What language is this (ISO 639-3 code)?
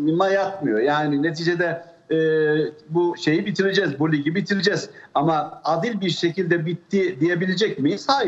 tur